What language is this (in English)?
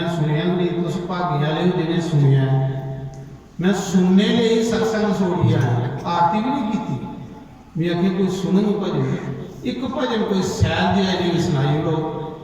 Dogri